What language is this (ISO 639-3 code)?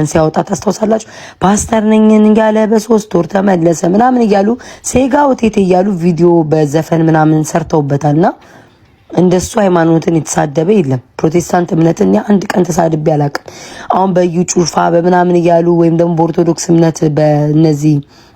amh